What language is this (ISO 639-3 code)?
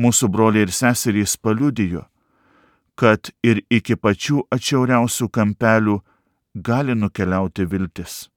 lit